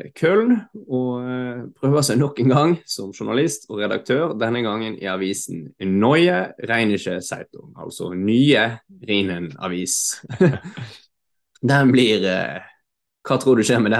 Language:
Norwegian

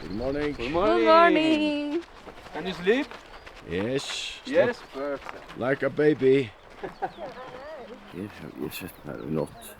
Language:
Faroese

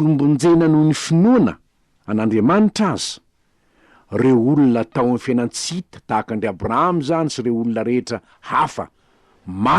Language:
Malagasy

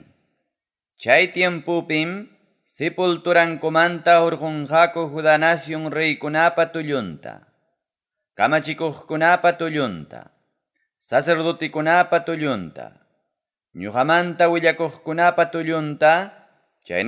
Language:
Ayacucho Quechua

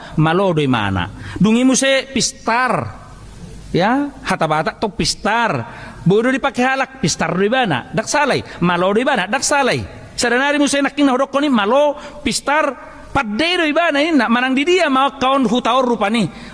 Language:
Batak Toba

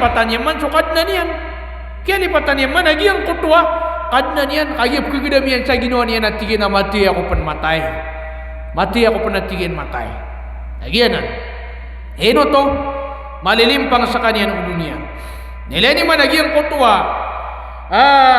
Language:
Maranao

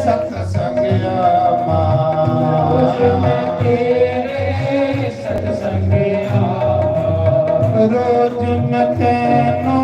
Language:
Dogri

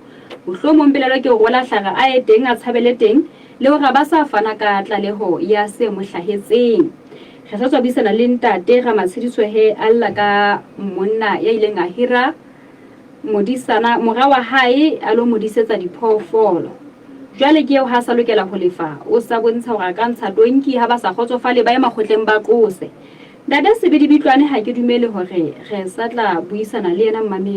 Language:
Southern Sotho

